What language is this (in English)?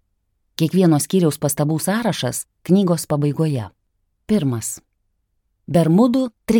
Lithuanian